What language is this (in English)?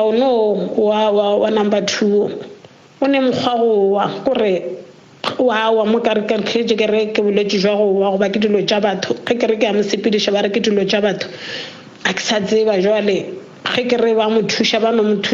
Northern Sotho